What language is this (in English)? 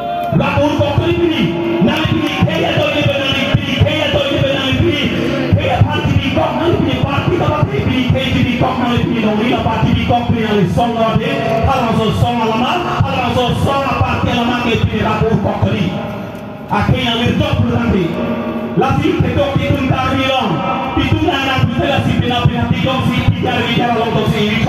Karbi